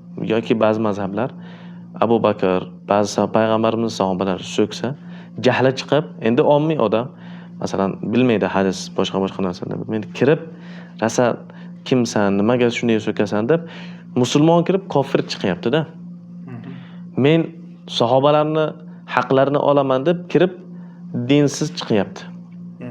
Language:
Uzbek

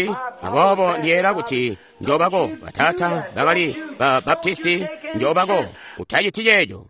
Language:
Tonga (Zambia)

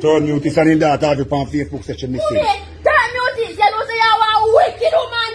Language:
Jamaican Creole English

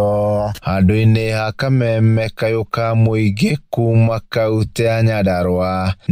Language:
Kikuyu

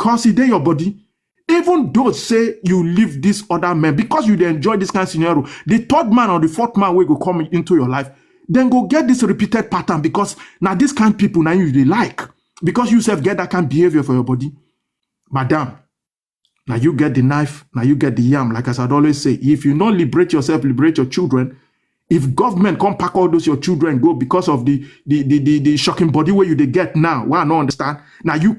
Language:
Nigerian Pidgin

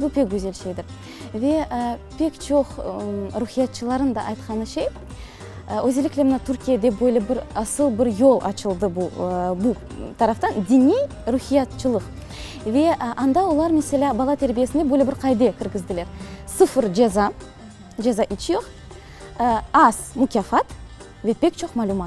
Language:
Crimean Tatar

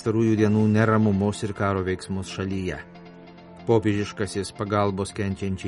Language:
Lithuanian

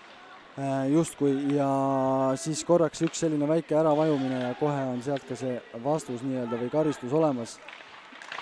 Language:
Estonian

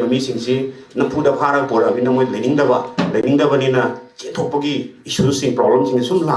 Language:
Manipuri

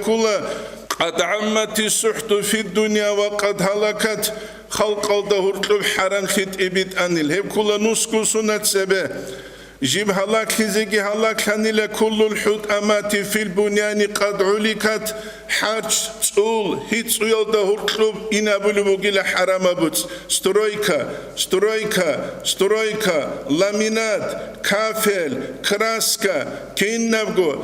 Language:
Avaric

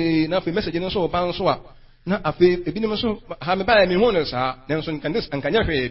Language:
Akan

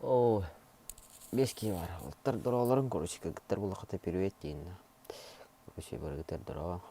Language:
Yakut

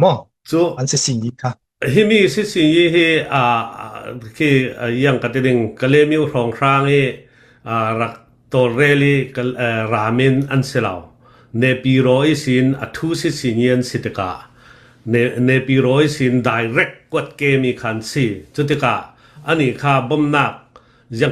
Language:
Hakha Chin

